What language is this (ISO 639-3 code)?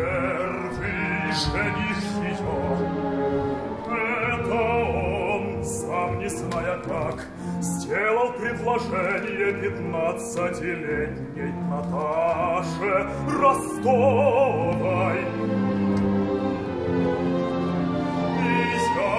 rus